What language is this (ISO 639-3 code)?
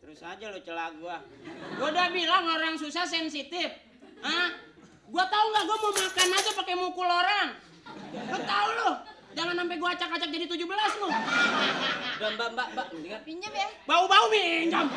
bew